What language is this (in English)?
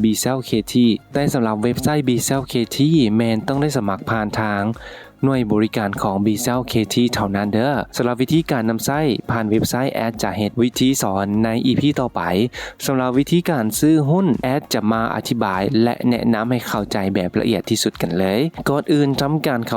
Lao